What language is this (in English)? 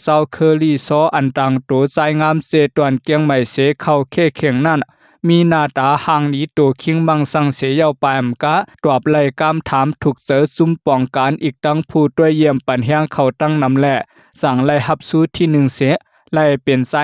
Shan